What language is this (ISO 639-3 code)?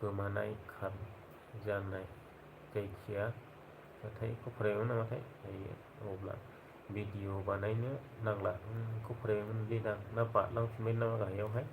brx